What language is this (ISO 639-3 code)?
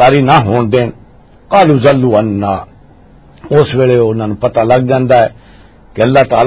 lah